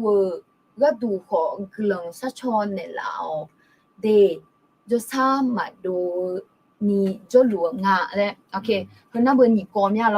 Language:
Akha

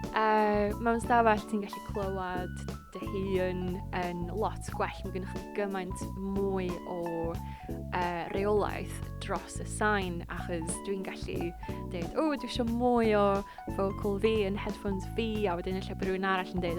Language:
Welsh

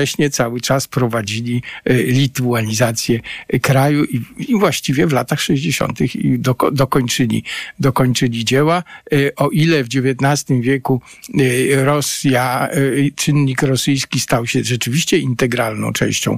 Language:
Polish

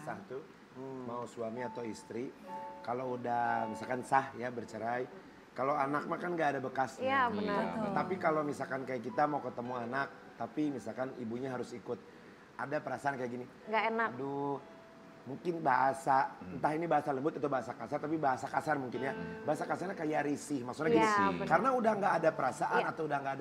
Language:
Indonesian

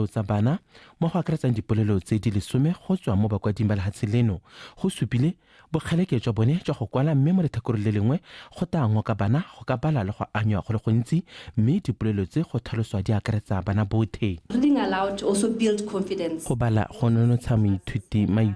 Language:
Tswana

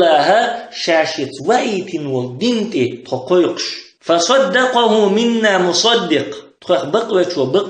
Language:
Chechen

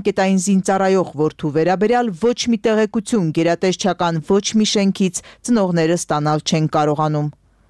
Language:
Armenian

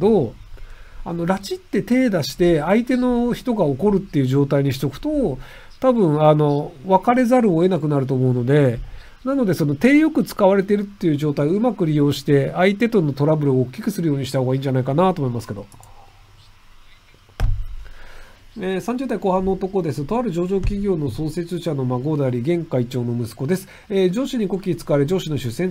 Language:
Japanese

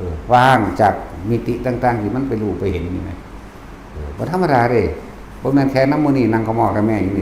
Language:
Northeastern Thai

